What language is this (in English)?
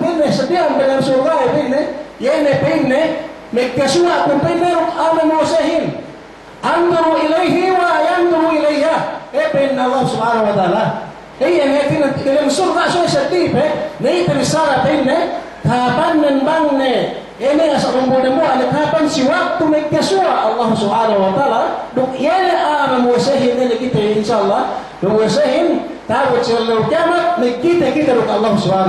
Yakan